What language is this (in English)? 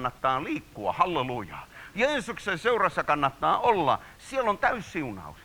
Finnish